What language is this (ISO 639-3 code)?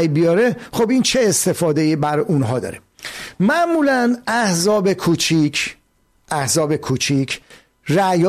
fas